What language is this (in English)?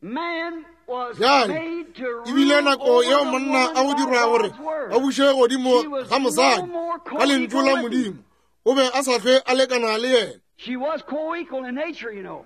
Northern Sotho